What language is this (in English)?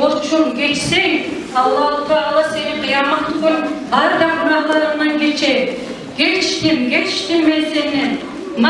Kumyk